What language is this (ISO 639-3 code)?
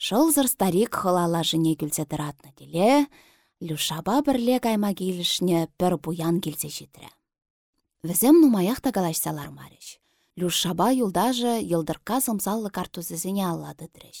chv